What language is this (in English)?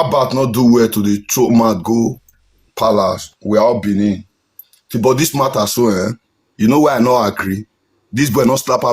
Nigerian Pidgin